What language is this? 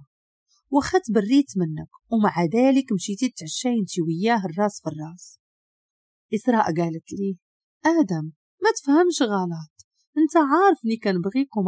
Moroccan Arabic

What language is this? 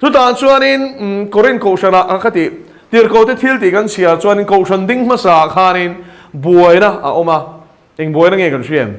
Mizo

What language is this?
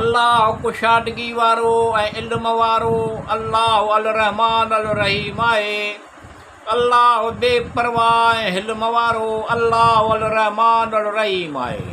Sindhi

